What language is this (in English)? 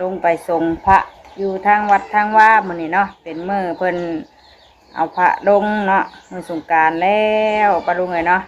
Northeastern Thai